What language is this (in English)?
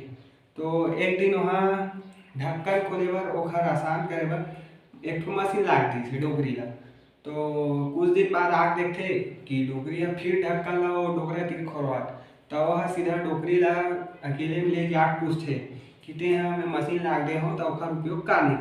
Chhattisgarhi